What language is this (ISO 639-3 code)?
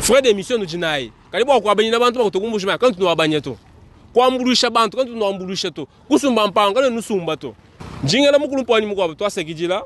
lua